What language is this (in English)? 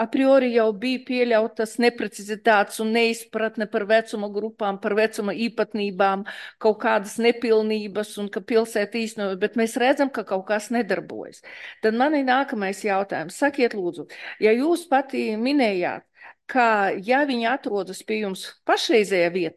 Latvian